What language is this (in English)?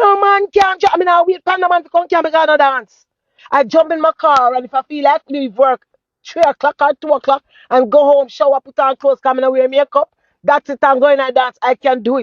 Jamaican Creole English